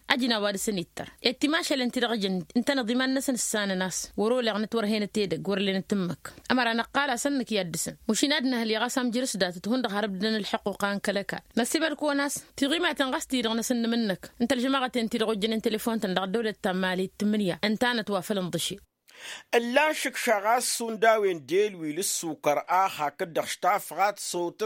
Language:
Tamasheq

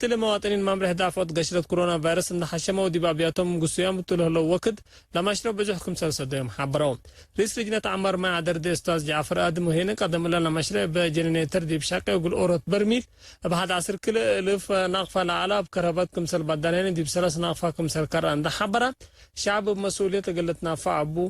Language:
Tigre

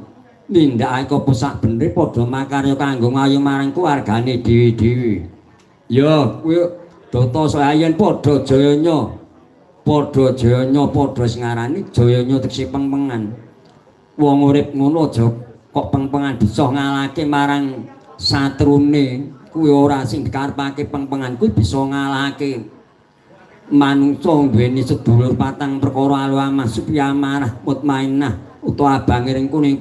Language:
Javanese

